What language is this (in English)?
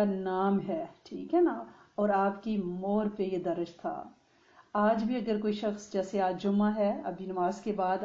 Urdu